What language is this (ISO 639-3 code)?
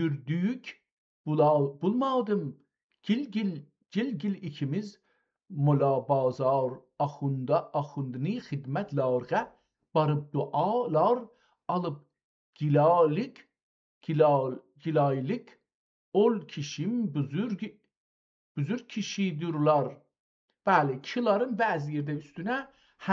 azb